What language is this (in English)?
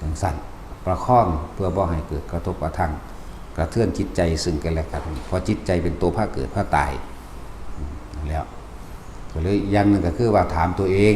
Northeastern Thai